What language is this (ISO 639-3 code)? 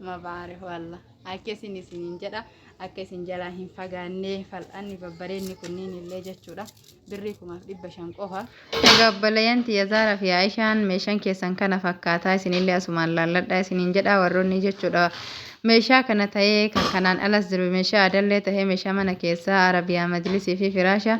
orm